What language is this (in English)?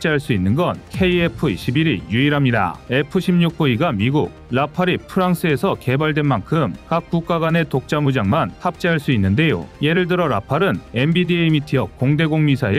Korean